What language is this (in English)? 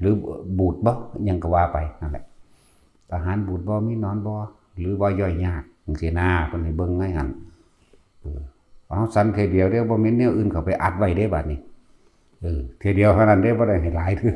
Northeastern Thai